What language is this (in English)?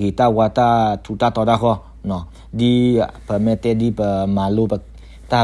S'gaw Karen